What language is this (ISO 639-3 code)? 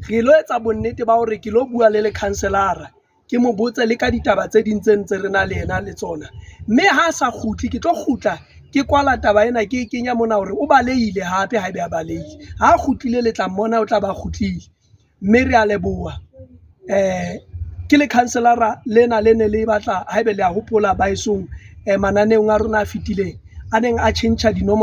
sot